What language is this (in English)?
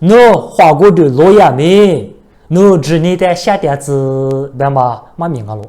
Lisu